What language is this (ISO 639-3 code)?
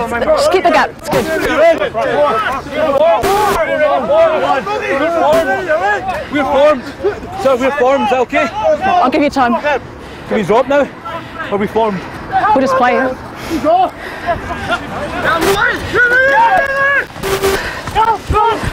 eng